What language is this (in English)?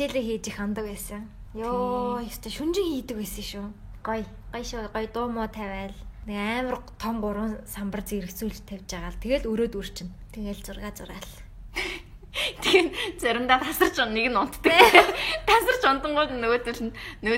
Mongolian